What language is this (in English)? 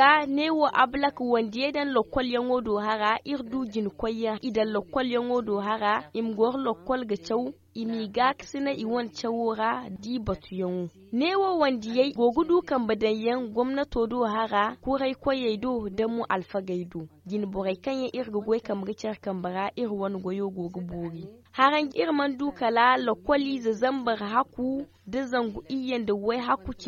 Zarma